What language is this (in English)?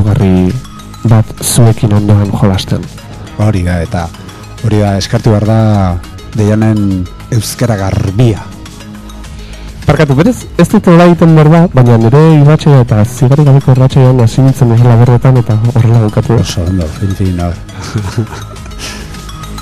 Basque